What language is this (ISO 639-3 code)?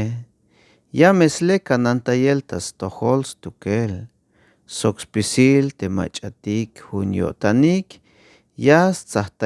tzh